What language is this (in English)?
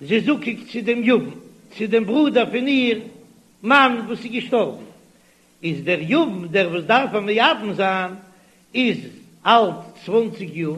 Yiddish